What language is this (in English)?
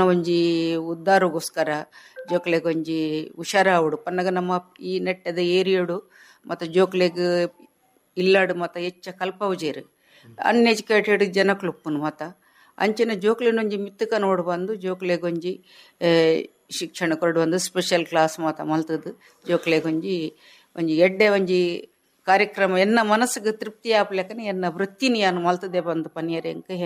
Tulu